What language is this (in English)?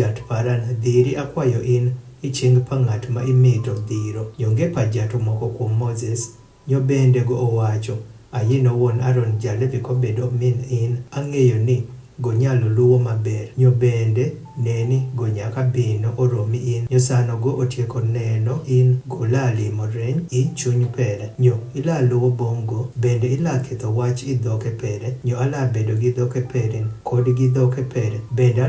Adhola